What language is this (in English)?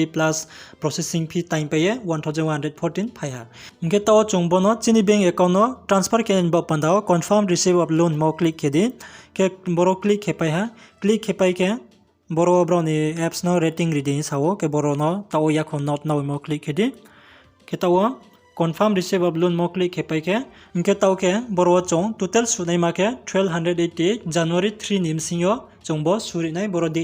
Riang (India)